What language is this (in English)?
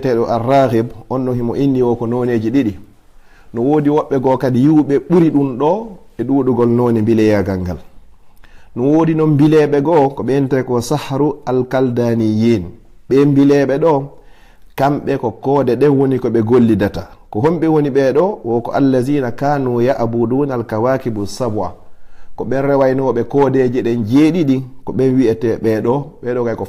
Fula